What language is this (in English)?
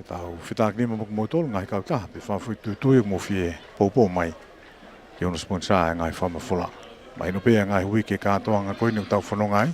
Tongan